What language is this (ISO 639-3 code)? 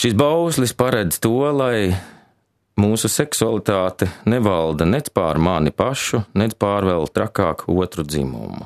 lav